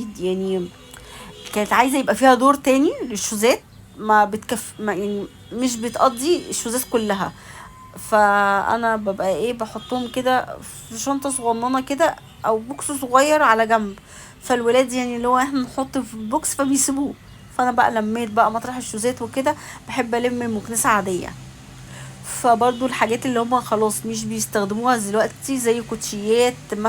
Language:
Egyptian Arabic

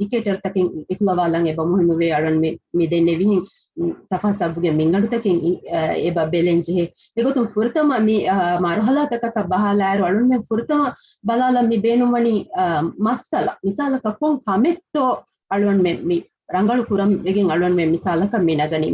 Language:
Divehi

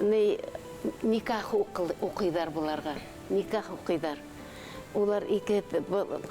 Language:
Bashkir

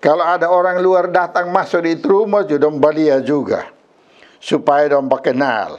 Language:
Kupang Malay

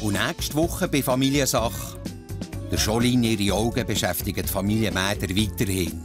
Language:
Swiss German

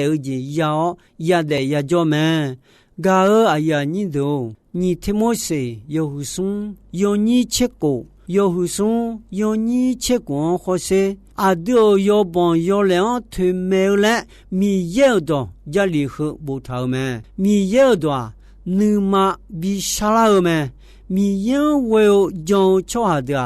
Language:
Akha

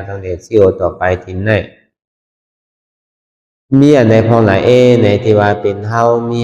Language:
Shan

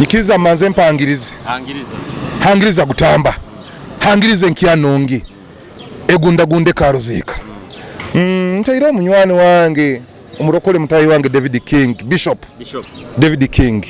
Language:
Nyoro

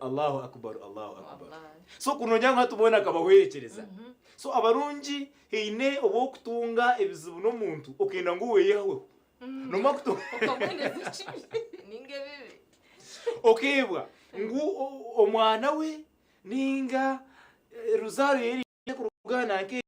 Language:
Nyankole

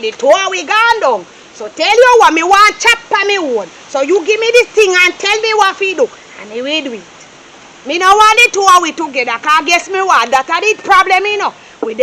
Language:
Jamaican Creole English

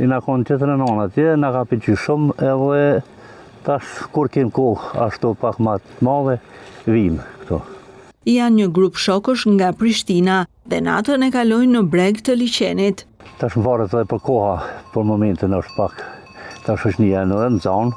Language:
Albanian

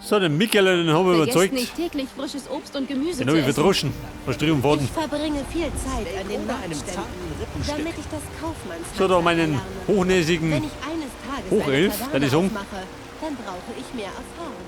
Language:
Bavarian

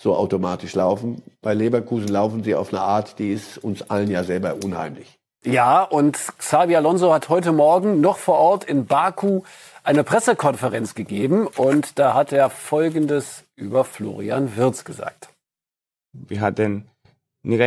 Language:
German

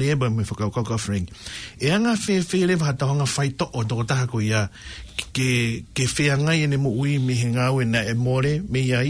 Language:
Tongan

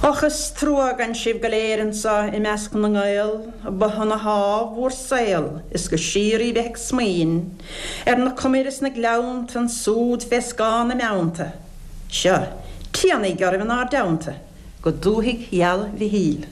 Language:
Irish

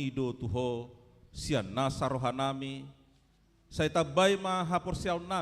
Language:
Batak Toba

